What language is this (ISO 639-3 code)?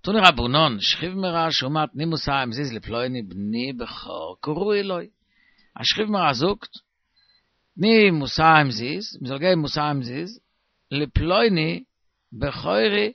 yid